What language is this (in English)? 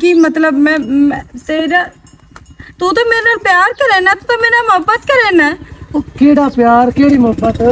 Western Panjabi